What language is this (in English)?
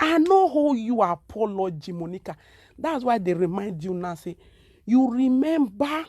Nigerian Pidgin